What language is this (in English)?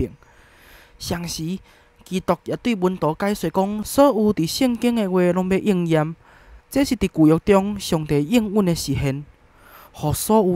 Min Nan Chinese